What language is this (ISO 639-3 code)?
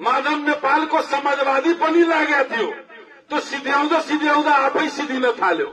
nep